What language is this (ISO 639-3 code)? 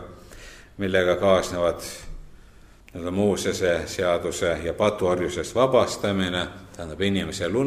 est